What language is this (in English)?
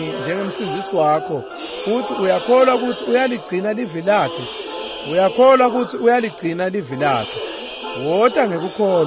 Swati